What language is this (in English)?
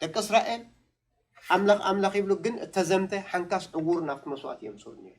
Tigrinya